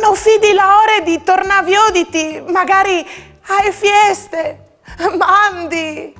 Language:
Friulian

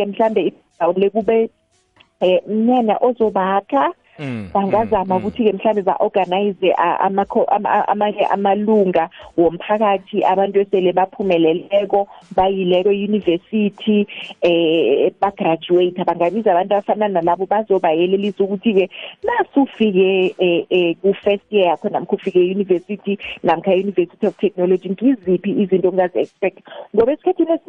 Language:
South Ndebele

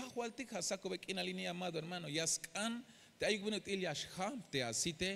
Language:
Tzeltal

